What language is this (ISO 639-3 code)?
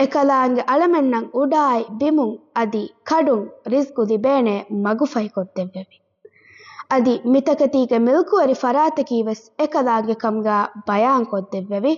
div